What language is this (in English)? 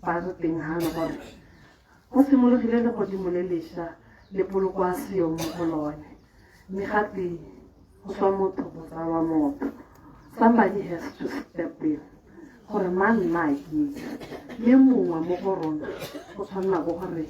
Tswana